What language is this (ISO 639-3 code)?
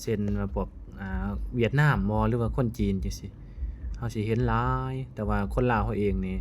lao